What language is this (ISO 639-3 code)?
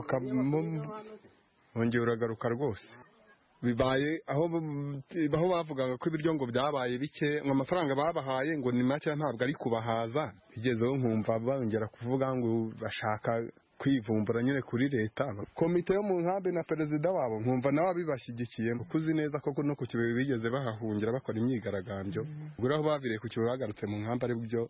kin